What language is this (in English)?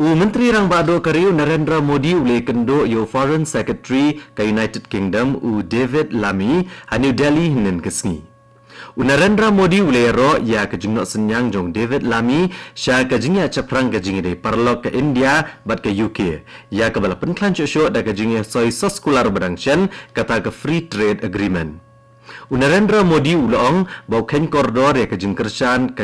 Khasi